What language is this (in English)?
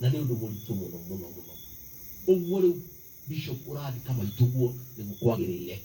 Kikuyu